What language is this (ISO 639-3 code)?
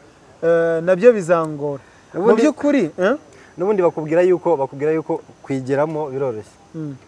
kin